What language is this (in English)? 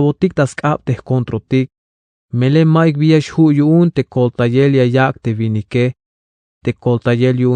Tzeltal